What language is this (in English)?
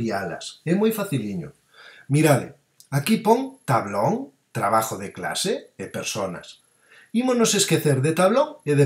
Galician